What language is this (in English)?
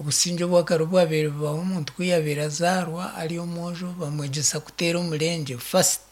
Nyankole